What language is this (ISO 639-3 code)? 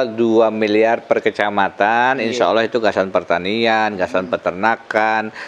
bjn